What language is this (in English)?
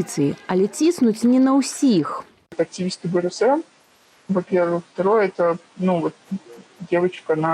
Belarusian